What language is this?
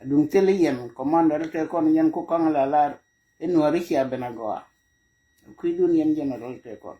Nuer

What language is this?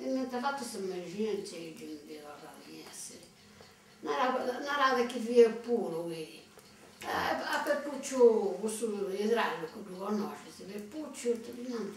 Sardinian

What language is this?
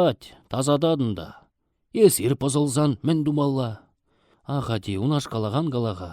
Chuvash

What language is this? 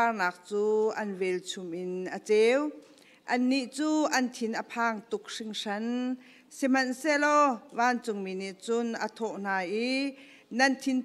Hakha Chin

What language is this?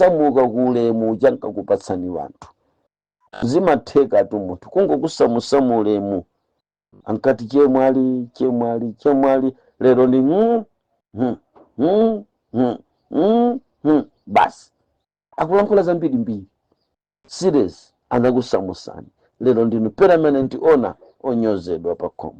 Nyanja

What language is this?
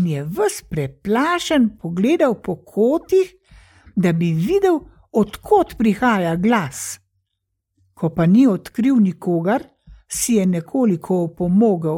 Slovenian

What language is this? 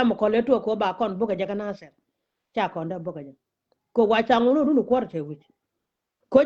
Nuer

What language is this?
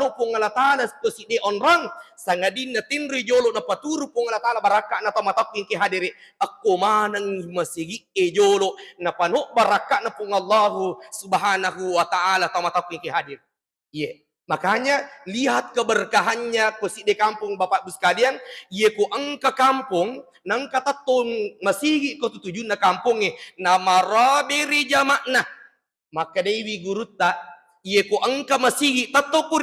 Buginese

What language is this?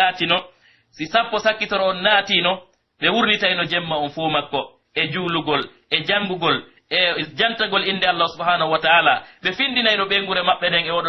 Pular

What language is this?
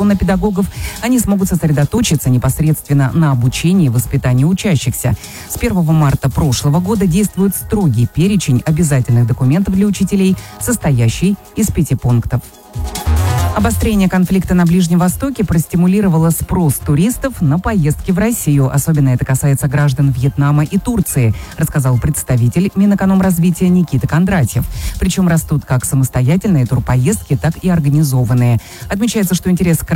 Russian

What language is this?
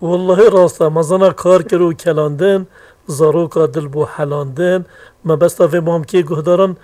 Kurdish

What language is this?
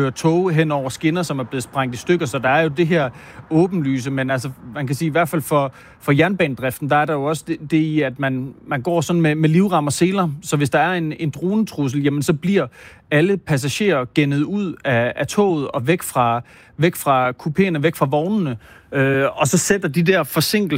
Danish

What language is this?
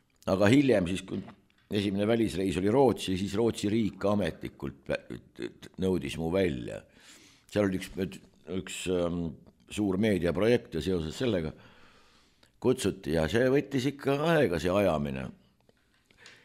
Estonian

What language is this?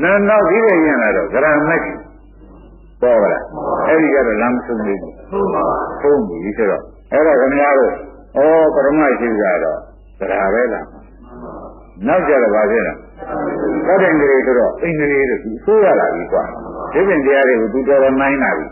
Burmese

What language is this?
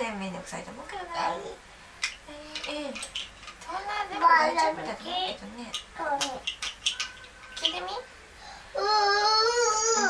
Japanese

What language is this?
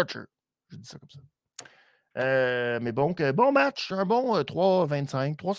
French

